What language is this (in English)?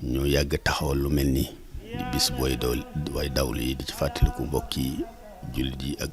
Wolof